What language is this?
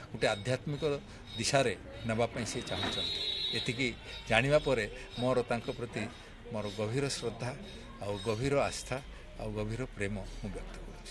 Odia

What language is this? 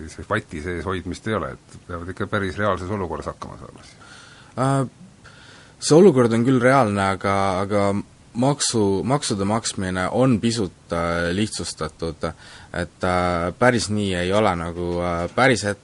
Estonian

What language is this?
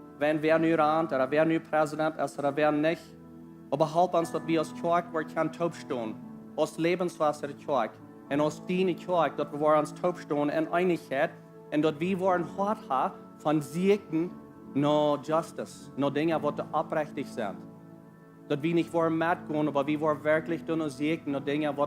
Plautdietsch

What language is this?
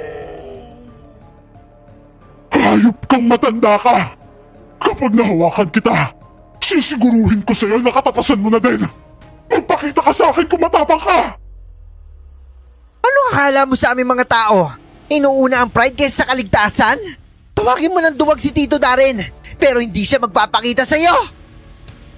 Filipino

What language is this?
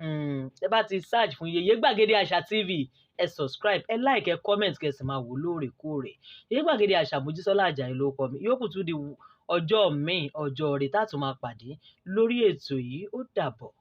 Yoruba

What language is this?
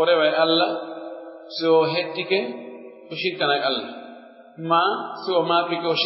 Pular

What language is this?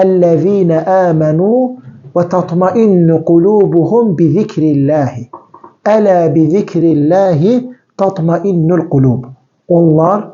Azerbaijani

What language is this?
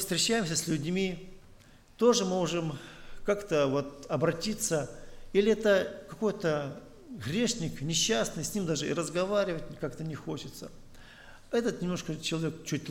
Russian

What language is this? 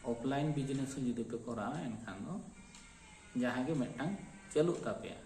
Santali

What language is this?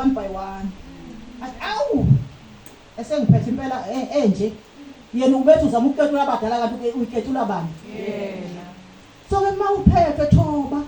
Zulu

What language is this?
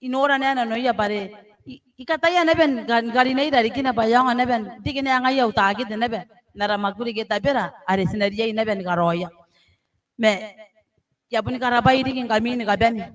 Gilbertese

